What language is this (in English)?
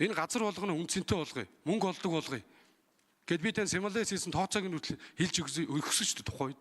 Mongolian